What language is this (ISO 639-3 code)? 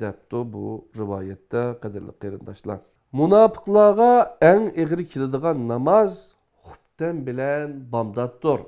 uig